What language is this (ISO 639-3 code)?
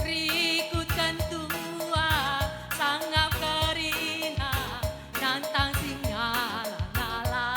btx